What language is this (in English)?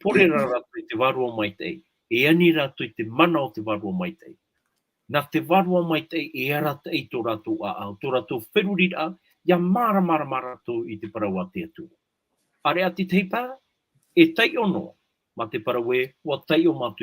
Tahitian